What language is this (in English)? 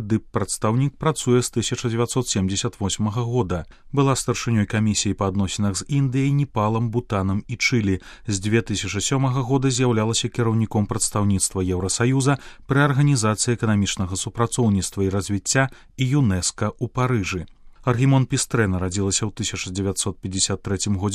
Belarusian